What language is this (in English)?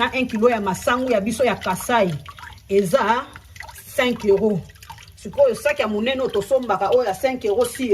Lingala